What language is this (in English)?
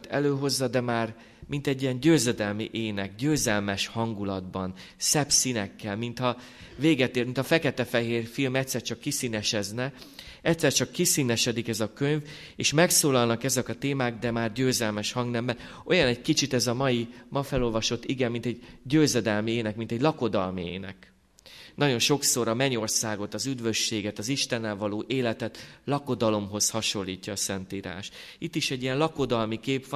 Hungarian